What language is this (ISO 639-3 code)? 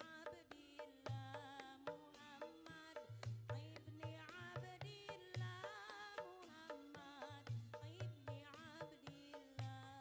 bew